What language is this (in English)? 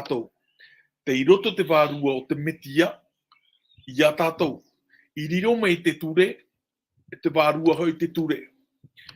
Tahitian